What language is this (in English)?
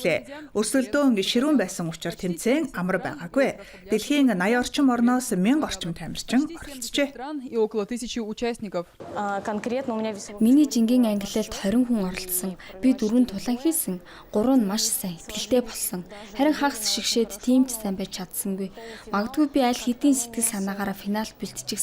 Mongolian